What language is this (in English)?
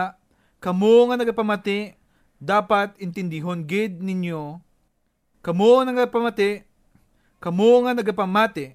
Hiligaynon